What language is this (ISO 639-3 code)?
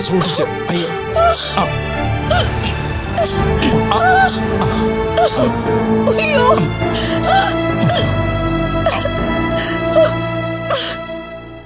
mal